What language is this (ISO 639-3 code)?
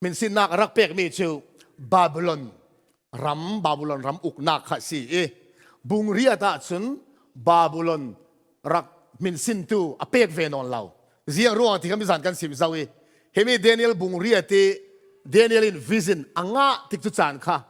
cfm